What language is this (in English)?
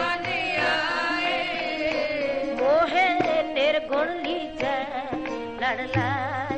Hindi